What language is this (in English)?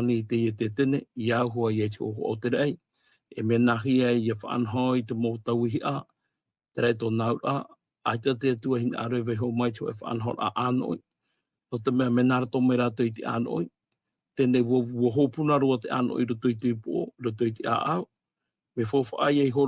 Tahitian